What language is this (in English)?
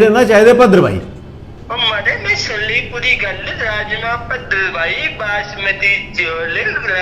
Dogri